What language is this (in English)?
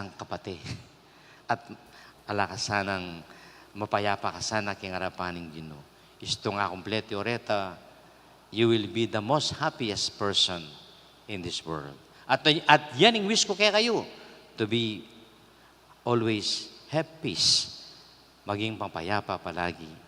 Pampanga